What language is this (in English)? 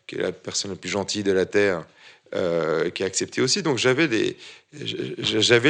French